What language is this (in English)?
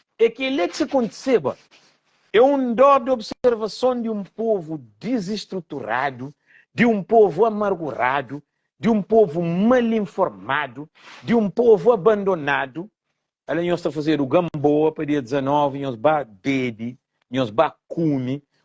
Kabuverdianu